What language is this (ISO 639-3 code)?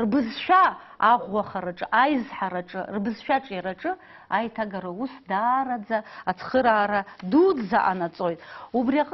abk